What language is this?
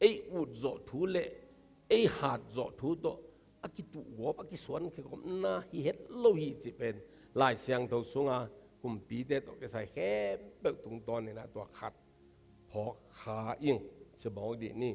Tedim Chin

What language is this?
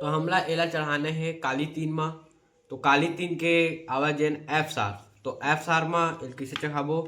Chhattisgarhi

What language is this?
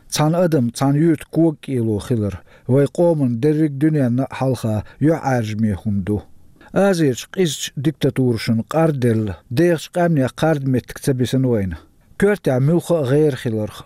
Chechen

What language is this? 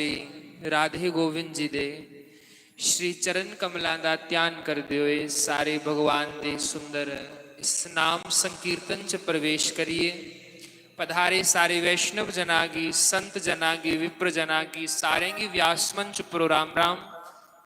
Dogri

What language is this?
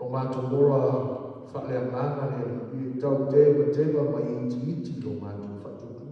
Samoan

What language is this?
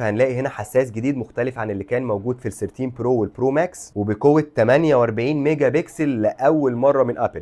Egyptian Arabic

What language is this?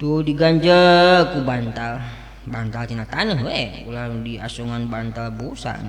Sundanese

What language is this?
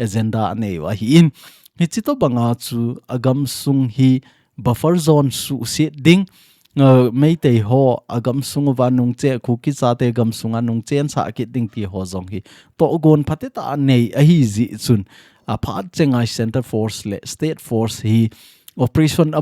Thado Chin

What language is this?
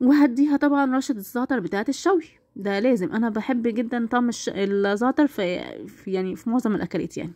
Egyptian Arabic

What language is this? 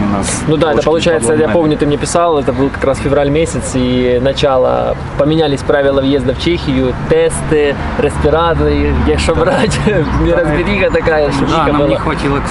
Russian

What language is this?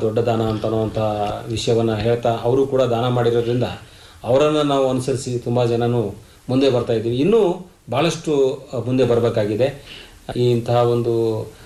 Kannada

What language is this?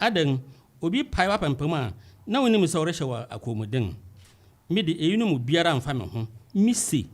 Akan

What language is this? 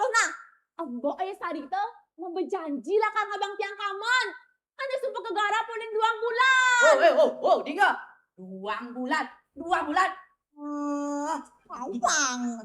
Balinese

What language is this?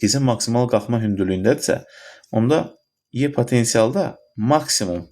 Azerbaijani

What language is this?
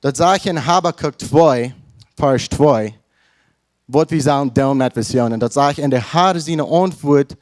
Plautdietsch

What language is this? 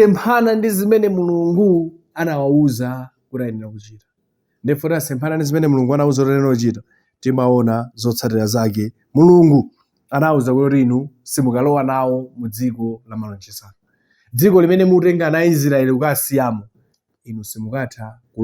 Nyanja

